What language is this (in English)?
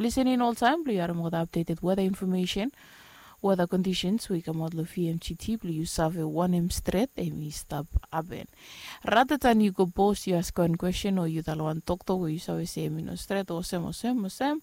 Bislama